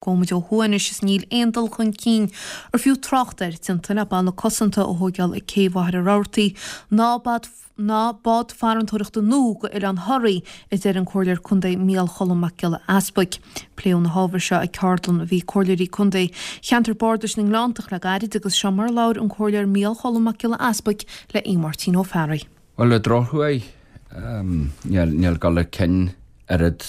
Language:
Irish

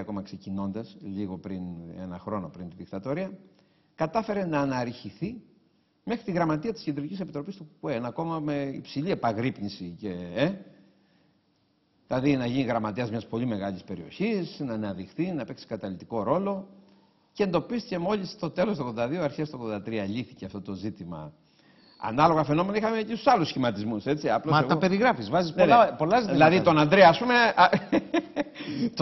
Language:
Greek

